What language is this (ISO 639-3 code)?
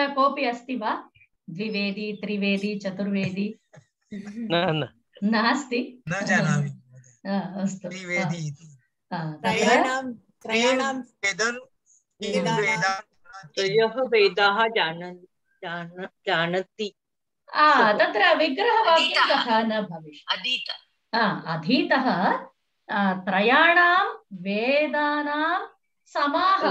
san